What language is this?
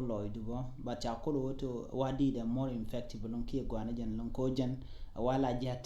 Nuer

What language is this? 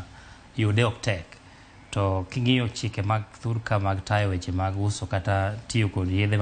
Luo (Kenya and Tanzania)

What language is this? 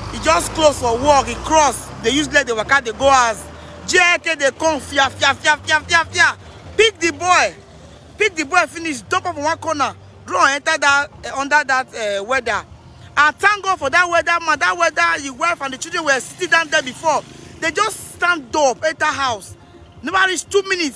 Nigerian Pidgin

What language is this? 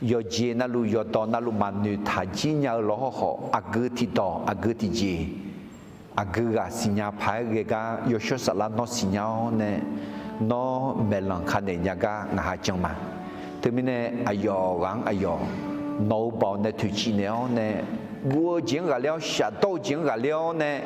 Akha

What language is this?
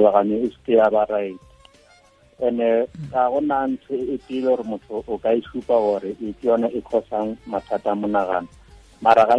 Tswana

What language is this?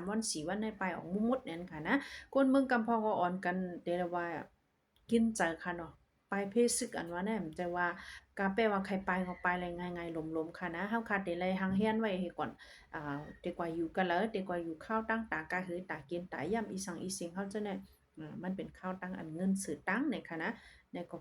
Shan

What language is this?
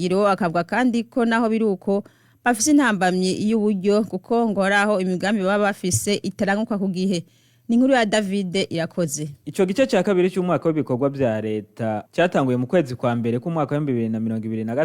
Rundi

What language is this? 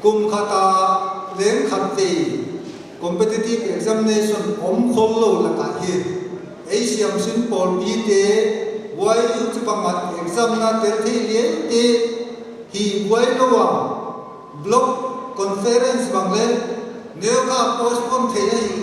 Paite Chin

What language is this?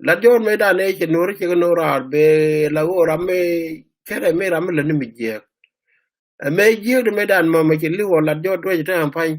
Nuer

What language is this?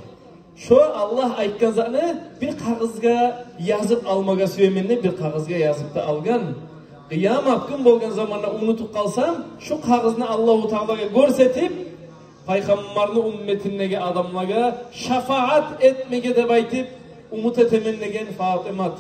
Kumyk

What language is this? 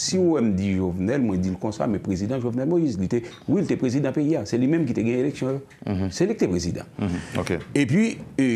Haitian Creole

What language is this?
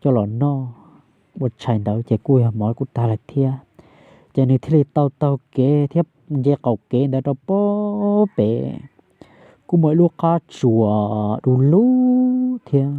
Hmong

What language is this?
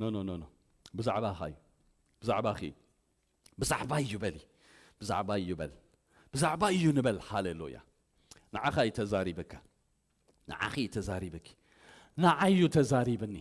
Tigrinya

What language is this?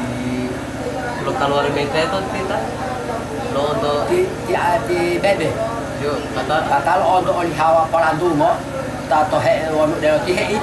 Gorontalo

